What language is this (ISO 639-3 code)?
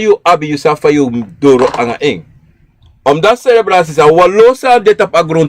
srn